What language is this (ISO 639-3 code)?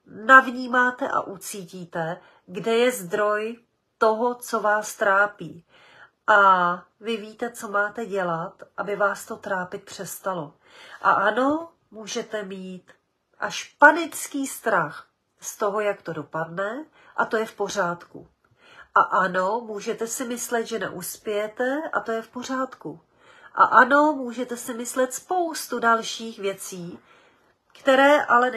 ces